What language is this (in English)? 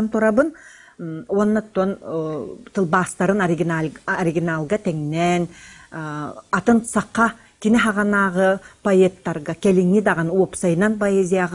Yakut